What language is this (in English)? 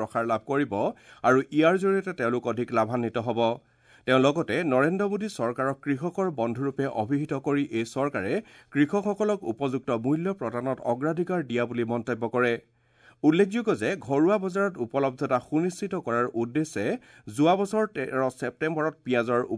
Assamese